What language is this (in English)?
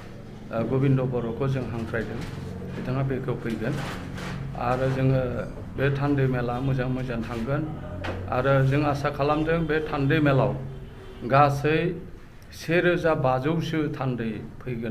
Bodo